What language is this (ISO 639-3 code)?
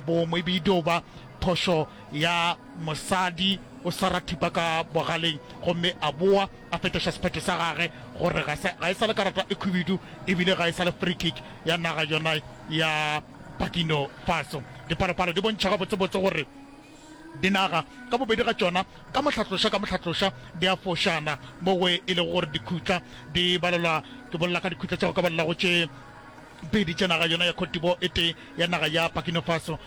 nso